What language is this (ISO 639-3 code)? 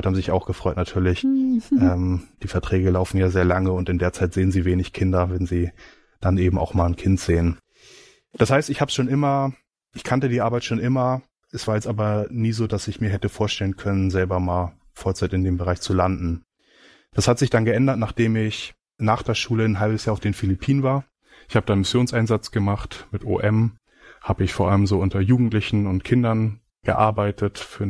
deu